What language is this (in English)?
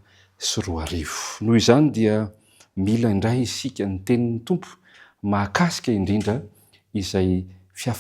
Malagasy